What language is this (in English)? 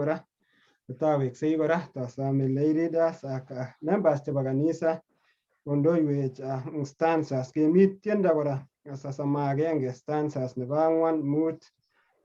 Kalenjin